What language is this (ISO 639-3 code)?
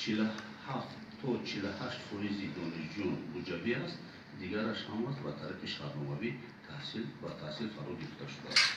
tgk